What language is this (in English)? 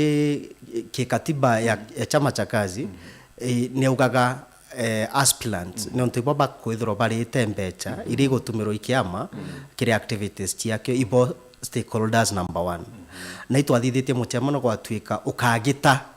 Meru